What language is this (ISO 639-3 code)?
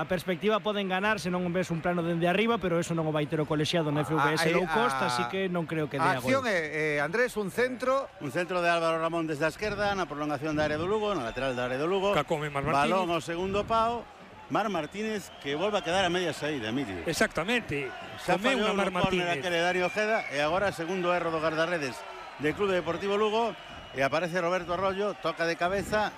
glg